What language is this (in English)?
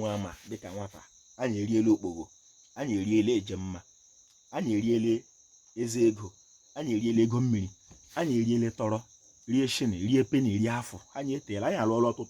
Igbo